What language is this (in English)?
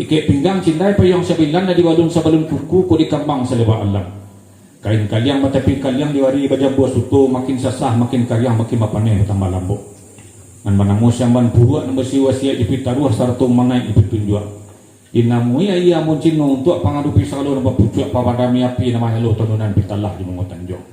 Minangkabau